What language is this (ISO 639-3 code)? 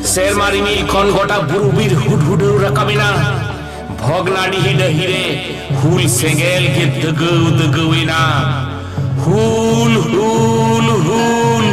sat